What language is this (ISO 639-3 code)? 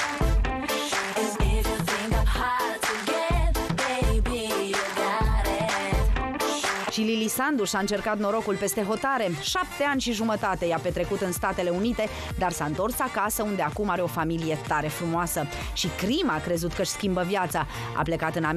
ron